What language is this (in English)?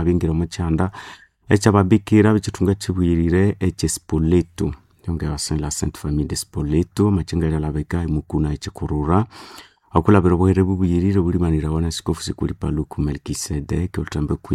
Nande